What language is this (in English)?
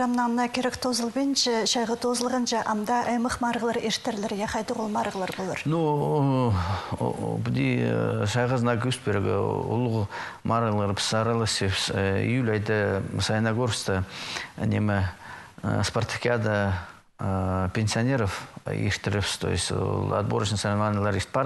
Khakas